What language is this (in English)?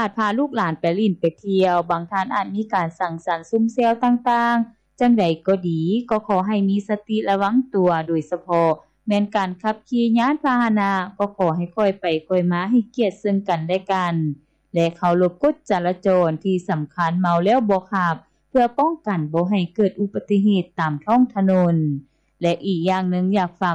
Lao